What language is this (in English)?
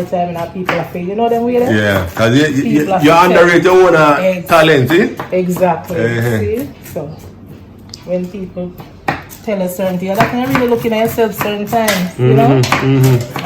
Jamaican Creole English